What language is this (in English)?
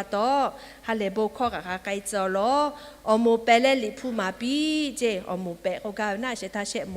Lahu